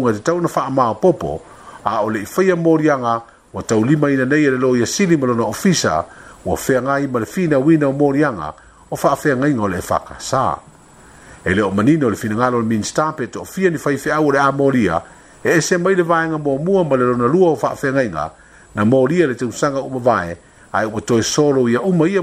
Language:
Samoan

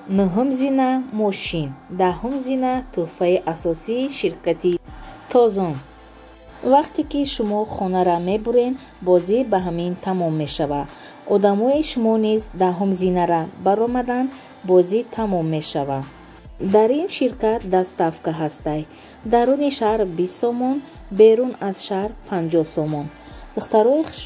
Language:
Tajik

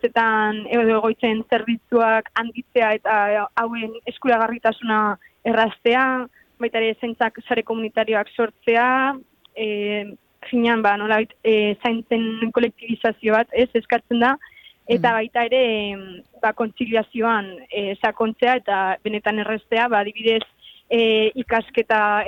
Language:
Basque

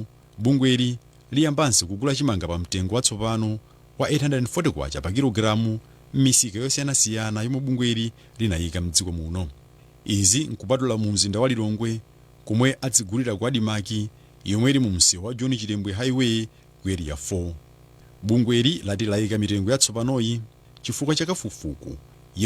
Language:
Nyanja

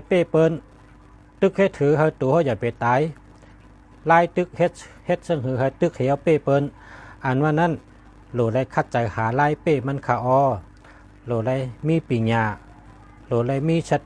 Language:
Shan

